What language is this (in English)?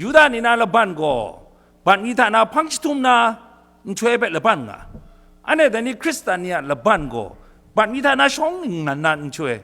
Kachin